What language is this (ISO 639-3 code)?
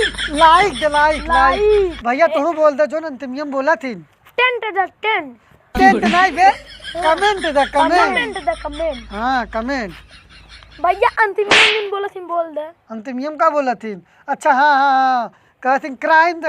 awa